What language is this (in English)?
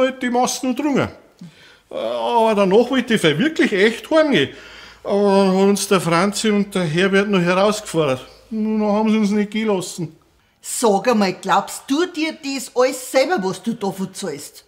Bavarian